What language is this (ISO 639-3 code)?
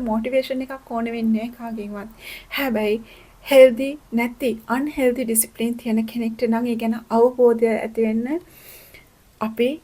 sin